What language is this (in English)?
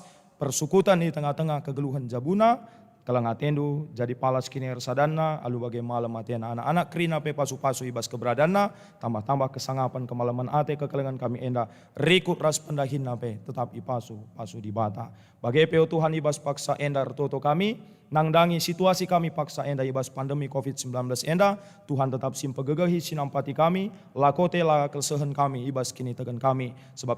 Batak Karo